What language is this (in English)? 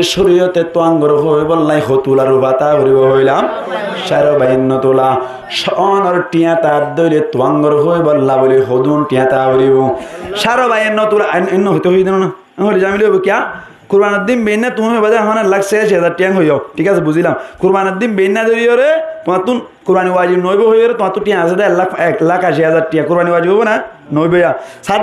Rohingya